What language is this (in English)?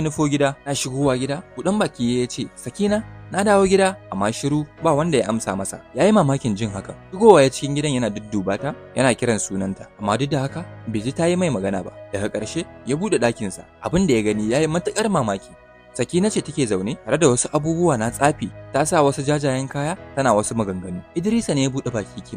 Hausa